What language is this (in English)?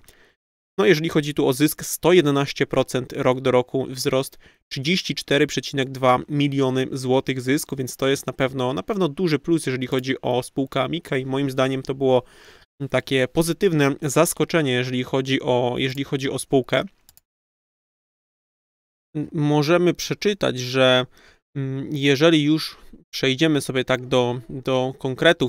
Polish